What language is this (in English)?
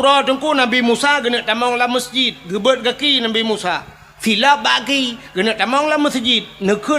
Achinese